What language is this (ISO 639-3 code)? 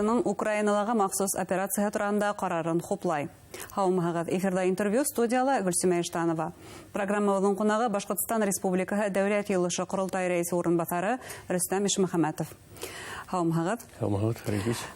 bak